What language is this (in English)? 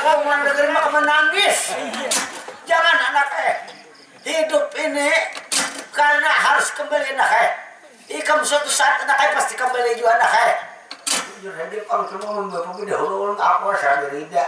Banjar